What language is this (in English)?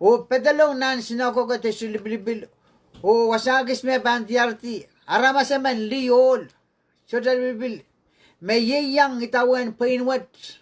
Pohnpeian